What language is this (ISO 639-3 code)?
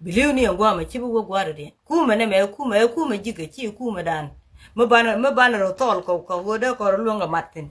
nus